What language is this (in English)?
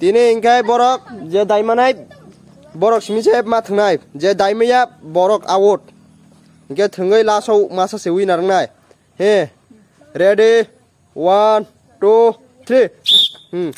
Kok Borok